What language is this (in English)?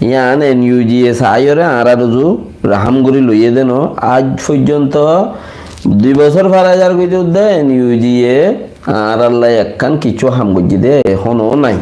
Rohingya